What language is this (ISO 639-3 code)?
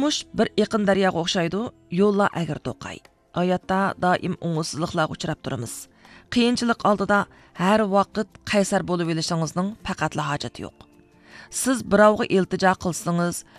uig